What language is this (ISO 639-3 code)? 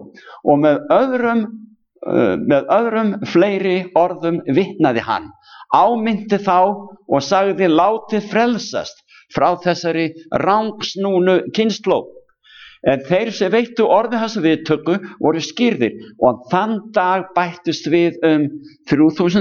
isl